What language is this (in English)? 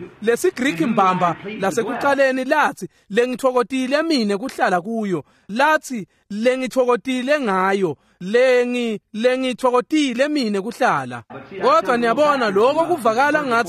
Swati